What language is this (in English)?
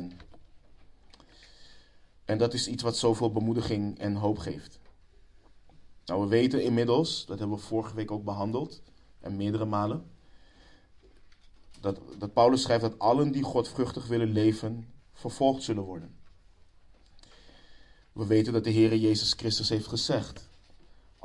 Dutch